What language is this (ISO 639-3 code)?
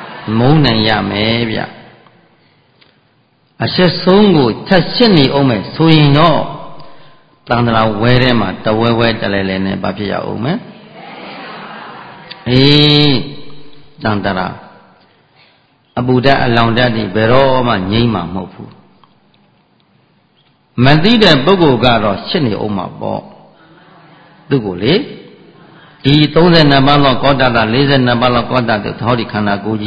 mya